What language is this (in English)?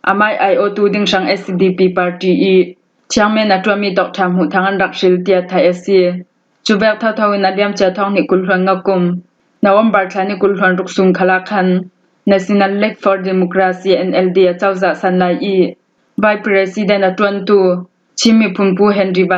Falam Chin